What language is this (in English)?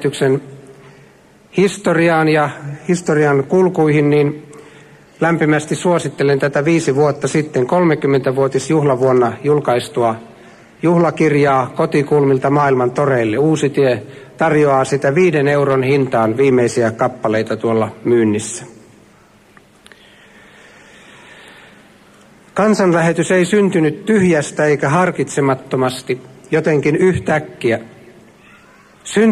Finnish